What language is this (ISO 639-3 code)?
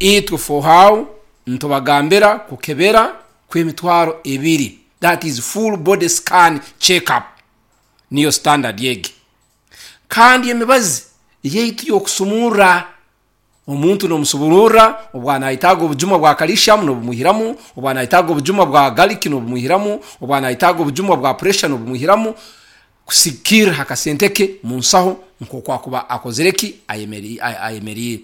nyn